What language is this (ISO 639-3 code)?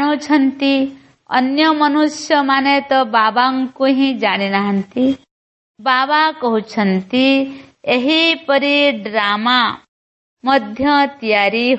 ori